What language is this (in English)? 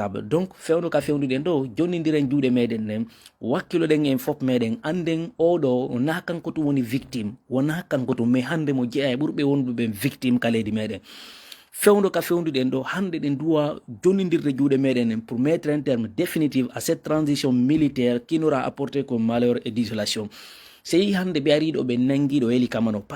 Fula